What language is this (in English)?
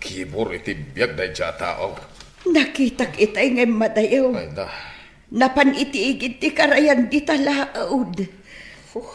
Iloko